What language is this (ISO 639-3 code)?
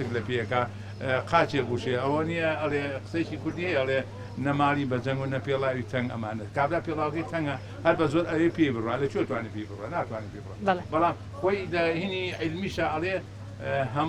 ckb